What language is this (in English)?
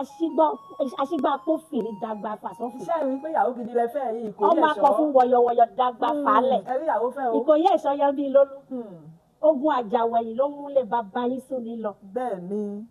Yoruba